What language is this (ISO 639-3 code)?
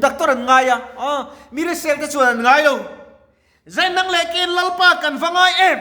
lus